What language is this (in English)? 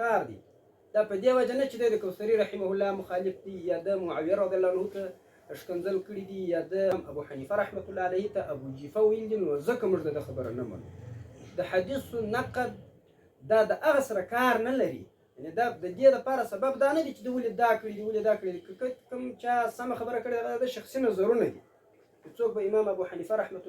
Pashto